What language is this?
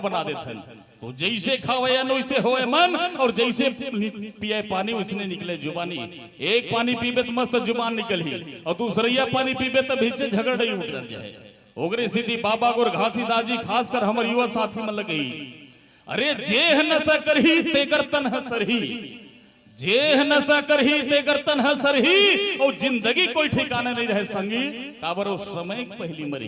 Chhattisgarhi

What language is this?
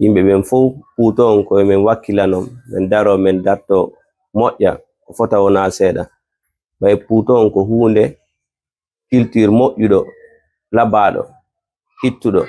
Fula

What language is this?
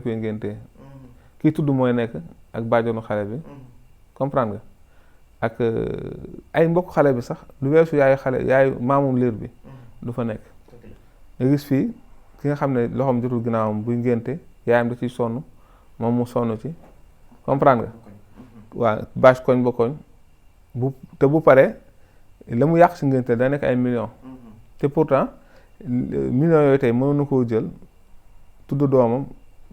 Wolof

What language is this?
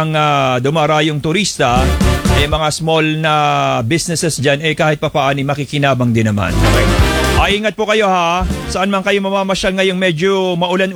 Filipino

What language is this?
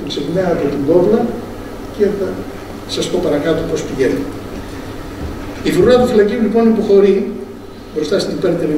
Greek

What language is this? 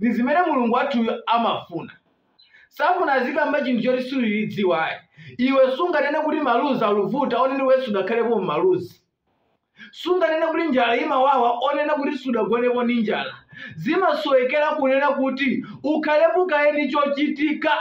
Nyanja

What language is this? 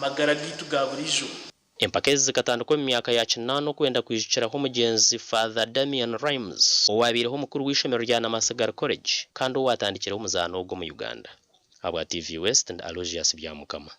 Nyankole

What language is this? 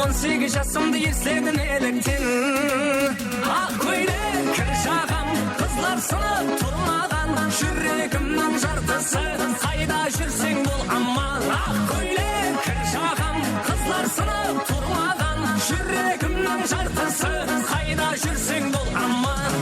Kara-Kalpak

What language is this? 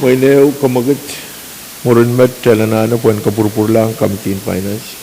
Pohnpeian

